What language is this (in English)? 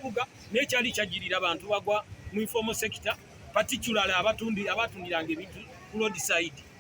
Ganda